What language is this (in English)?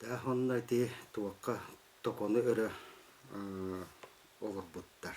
Yakut